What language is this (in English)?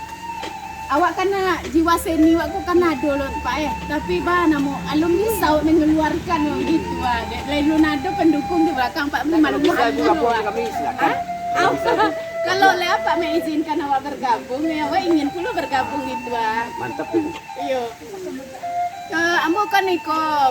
Minangkabau